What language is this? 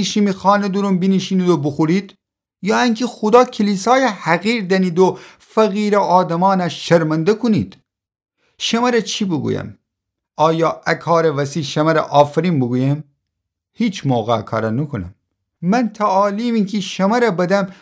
Gilaki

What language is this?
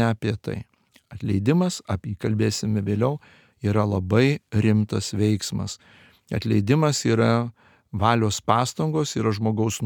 Lithuanian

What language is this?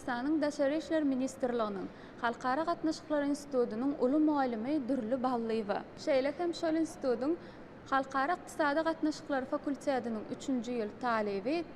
Turkmen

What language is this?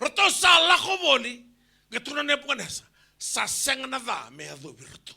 Fijian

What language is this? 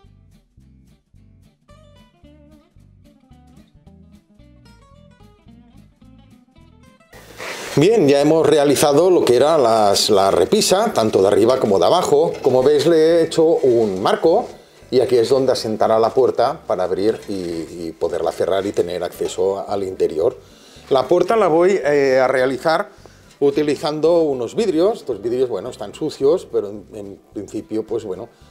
Spanish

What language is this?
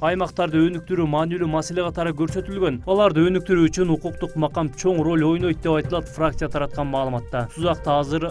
Kyrgyz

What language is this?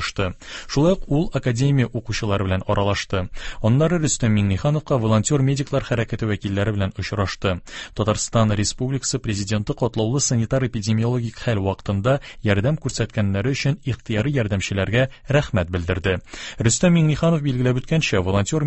Tatar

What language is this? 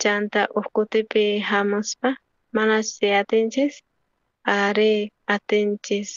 South Bolivian Quechua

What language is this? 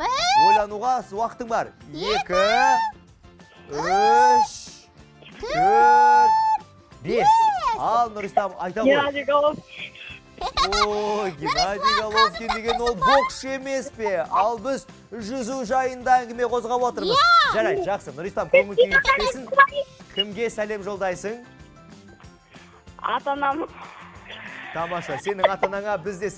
Kazakh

